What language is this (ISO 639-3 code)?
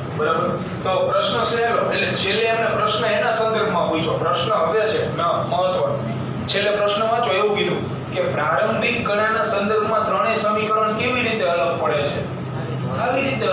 guj